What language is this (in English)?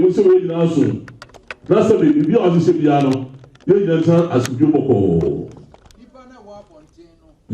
Akan